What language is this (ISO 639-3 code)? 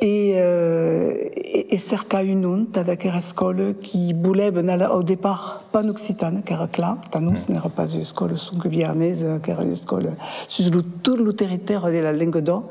oci